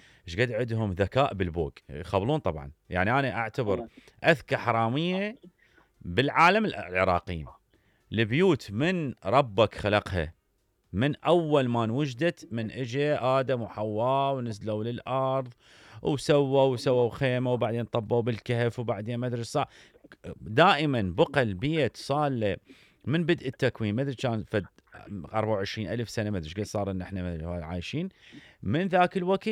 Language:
Mesopotamian Arabic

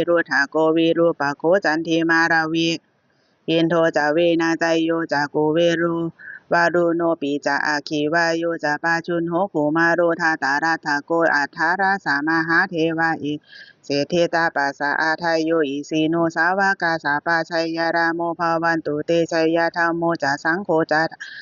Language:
Pali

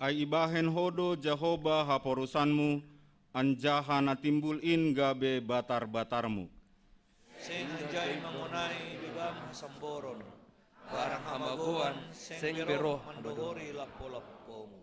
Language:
Batak Simalungun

